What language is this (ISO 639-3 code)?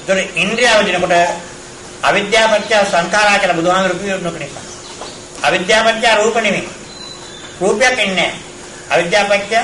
sin